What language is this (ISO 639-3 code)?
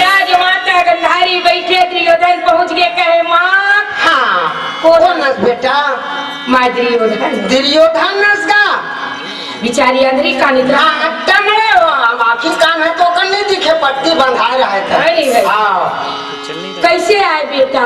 hne